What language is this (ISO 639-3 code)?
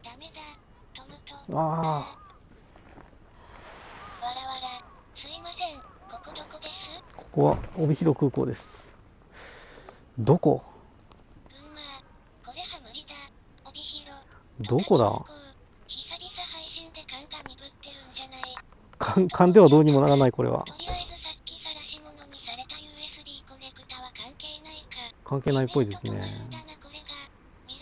jpn